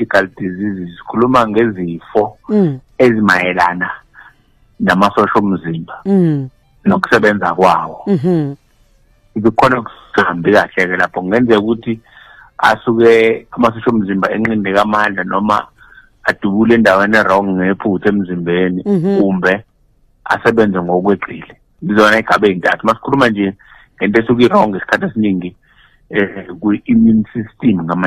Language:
Zulu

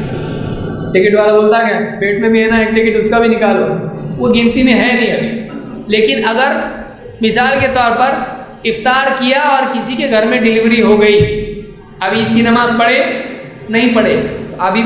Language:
Urdu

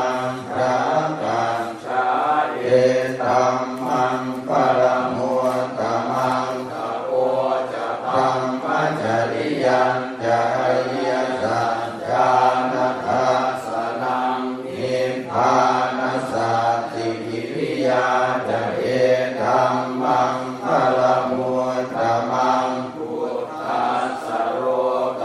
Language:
Pali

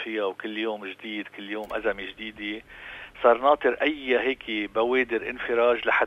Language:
North Levantine Arabic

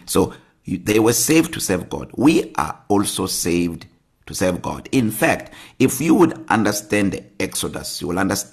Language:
English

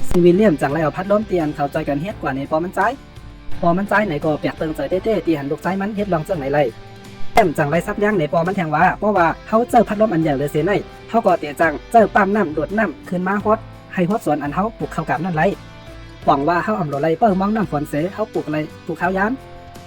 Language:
Shan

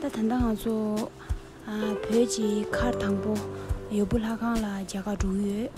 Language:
Tibetan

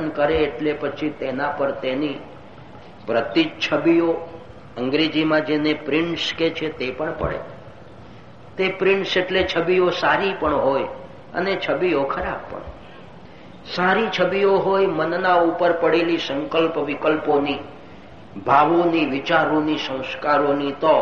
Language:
Gujarati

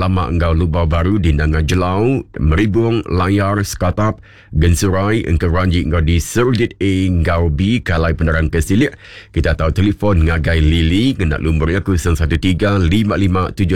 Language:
Iban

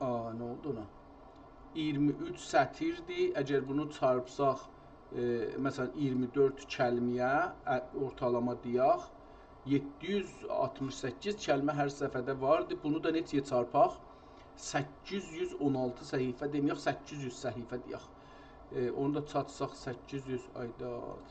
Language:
South Azerbaijani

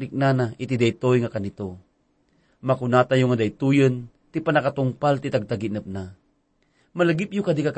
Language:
Iloko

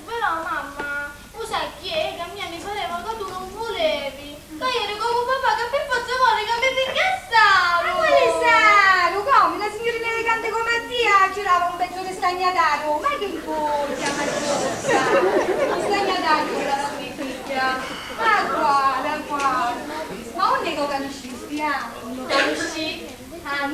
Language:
Sicilian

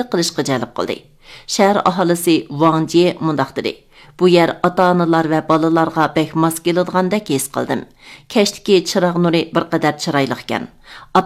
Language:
Uyghur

